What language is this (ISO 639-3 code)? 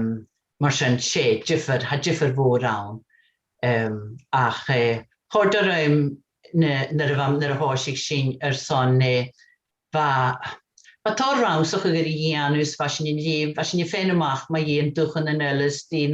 gla